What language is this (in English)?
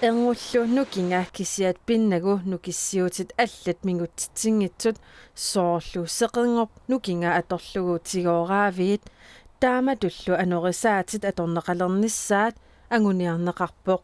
Kalaallisut